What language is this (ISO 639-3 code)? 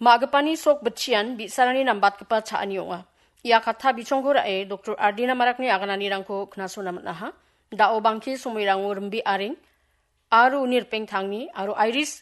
grt